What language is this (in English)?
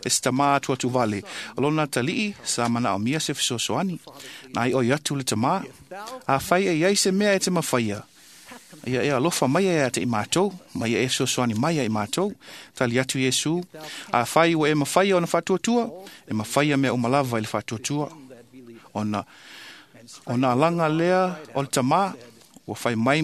Samoan